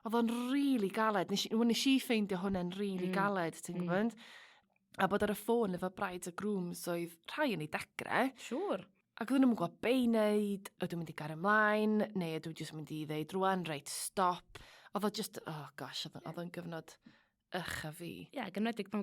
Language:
Welsh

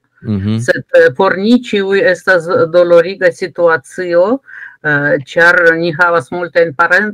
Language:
Esperanto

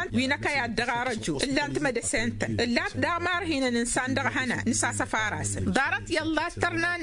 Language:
Tamasheq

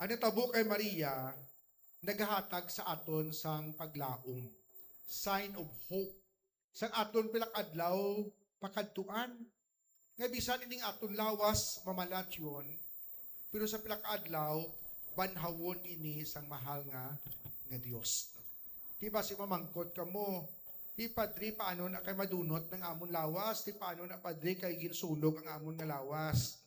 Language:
Hiligaynon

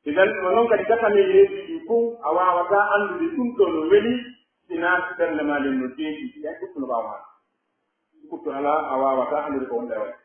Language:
Pular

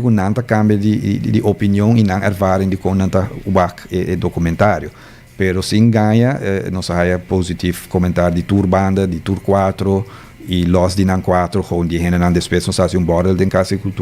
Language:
Papiamento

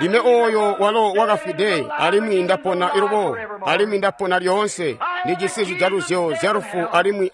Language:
Tonga (Zambia)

